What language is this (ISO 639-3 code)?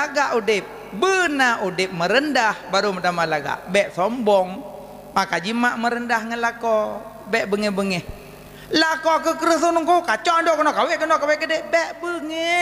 ace